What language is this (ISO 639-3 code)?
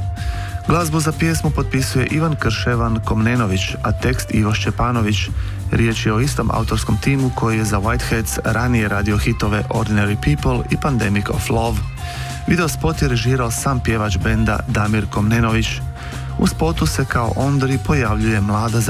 hrv